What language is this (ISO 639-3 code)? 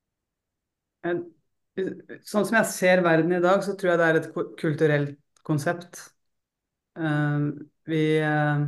nor